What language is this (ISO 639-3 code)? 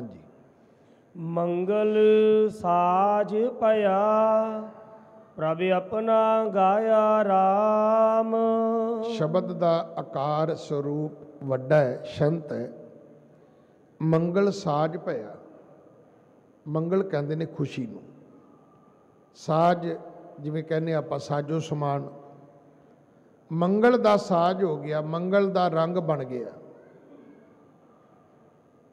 pan